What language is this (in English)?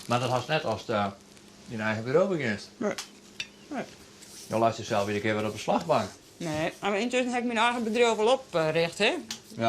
Western Frisian